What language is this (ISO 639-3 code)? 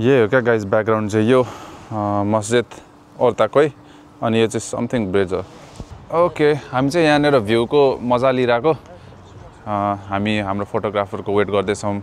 nep